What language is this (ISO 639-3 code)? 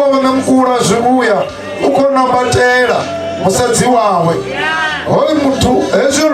ven